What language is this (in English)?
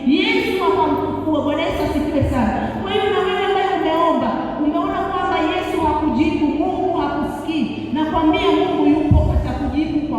Swahili